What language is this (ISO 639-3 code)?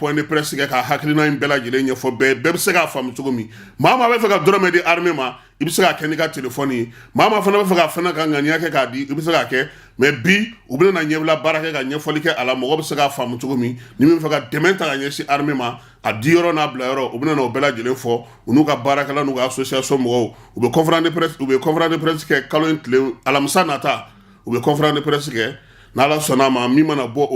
bam